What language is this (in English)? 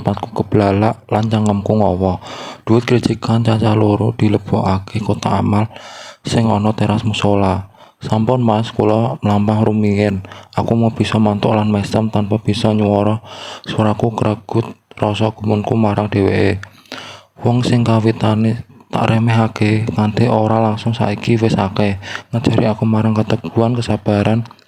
Javanese